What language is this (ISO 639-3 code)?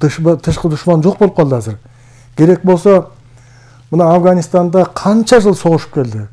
kir